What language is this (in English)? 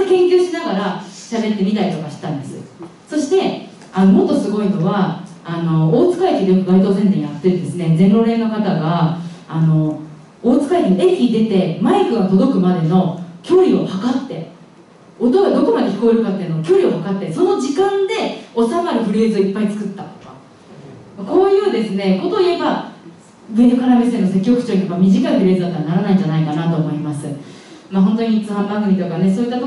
Japanese